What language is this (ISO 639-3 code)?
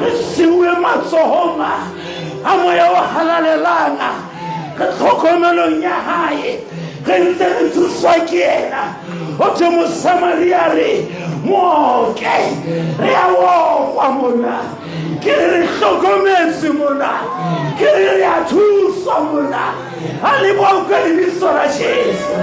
sot